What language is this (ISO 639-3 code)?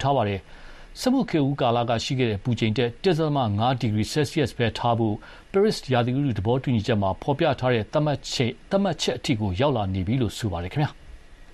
mya